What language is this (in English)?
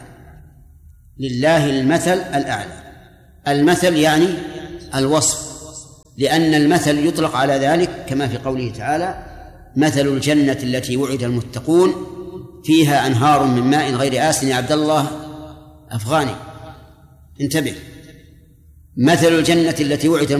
Arabic